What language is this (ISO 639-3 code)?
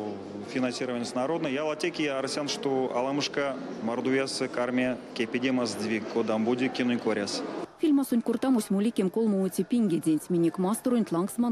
myv